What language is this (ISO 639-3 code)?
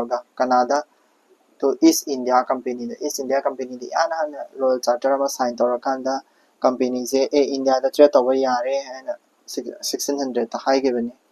mni